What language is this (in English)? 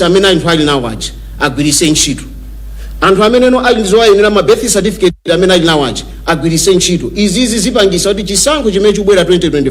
Nyanja